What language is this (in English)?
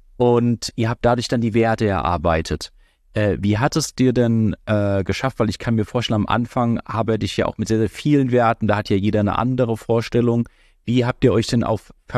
German